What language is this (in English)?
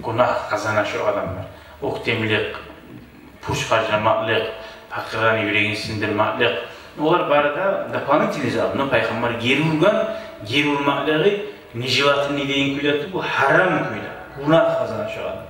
Kumyk